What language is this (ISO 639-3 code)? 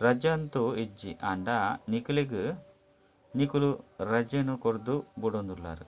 tcy